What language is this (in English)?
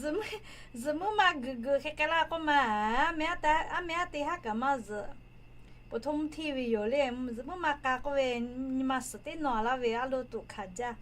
Lahu